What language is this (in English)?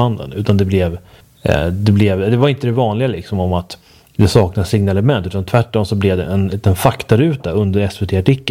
Swedish